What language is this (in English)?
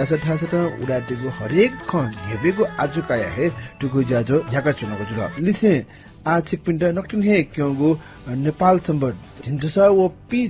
Newari